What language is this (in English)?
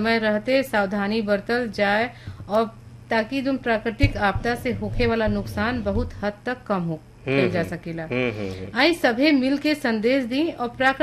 Bhojpuri